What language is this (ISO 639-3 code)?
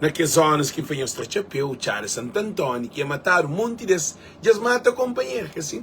kea